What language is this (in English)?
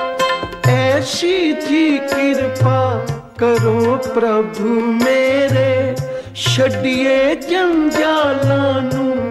Punjabi